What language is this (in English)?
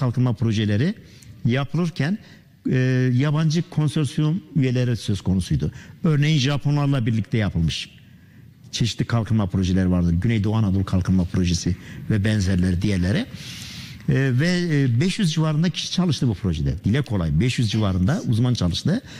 Turkish